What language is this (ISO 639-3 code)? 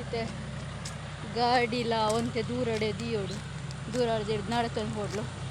tcy